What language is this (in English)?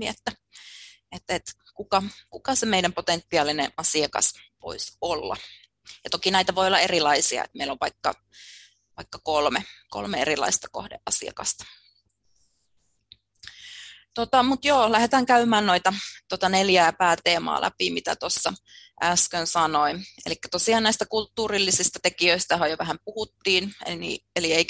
Finnish